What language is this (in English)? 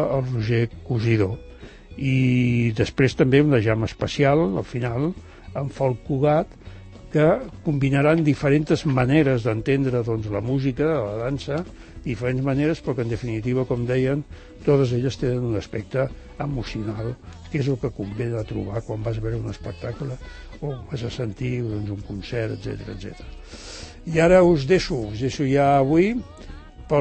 Catalan